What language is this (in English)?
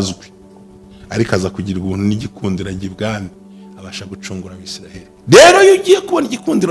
Kinyarwanda